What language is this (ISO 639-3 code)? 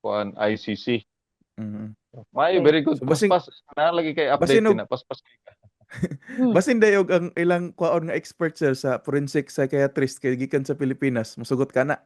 ceb